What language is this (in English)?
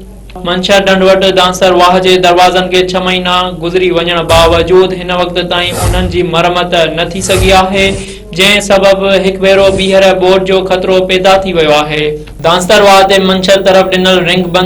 Sindhi